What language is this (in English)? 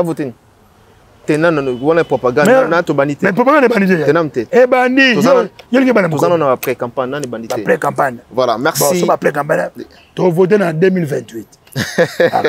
Lingala